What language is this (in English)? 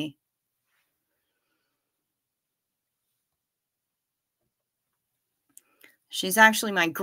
English